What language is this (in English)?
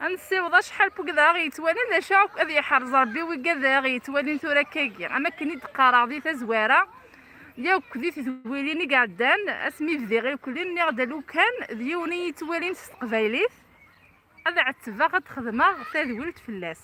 Kabyle